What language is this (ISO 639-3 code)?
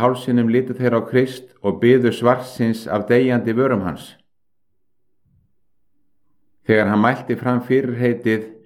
isl